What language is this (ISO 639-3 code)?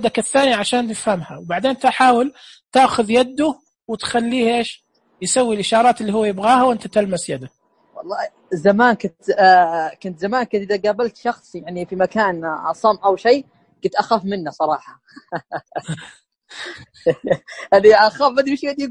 ars